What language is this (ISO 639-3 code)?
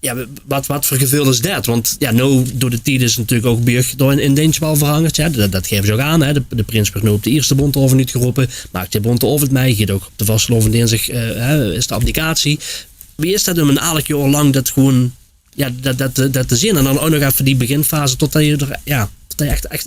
lim